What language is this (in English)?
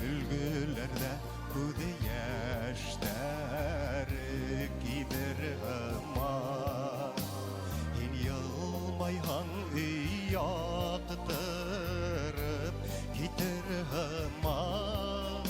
Bashkir